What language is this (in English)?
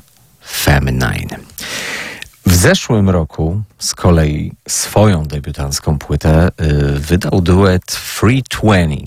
Polish